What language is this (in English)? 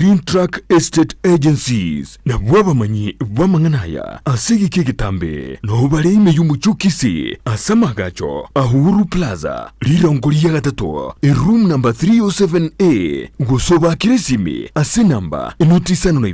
Gusii